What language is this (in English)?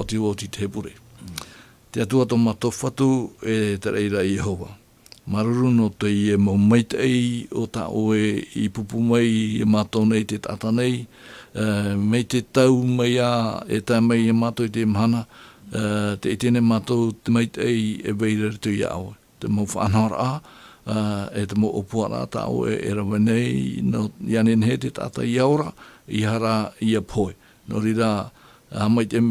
Tahitian